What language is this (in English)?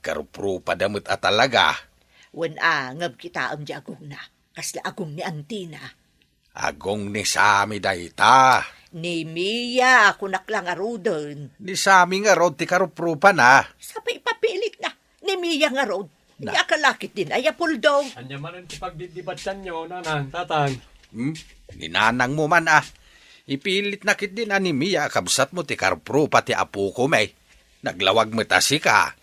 Iloko